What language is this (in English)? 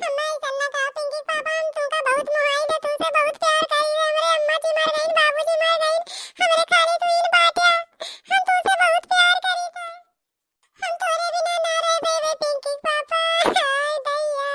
Awadhi